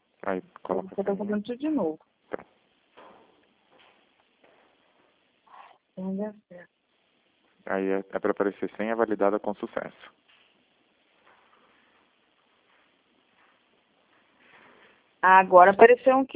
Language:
Portuguese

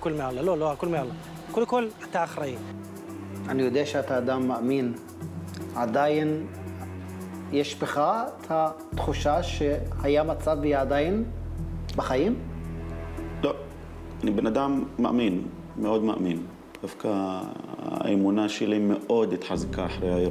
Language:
Hebrew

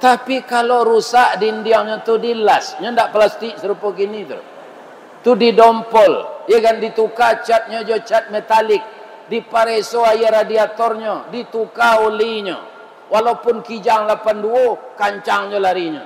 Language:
Minangkabau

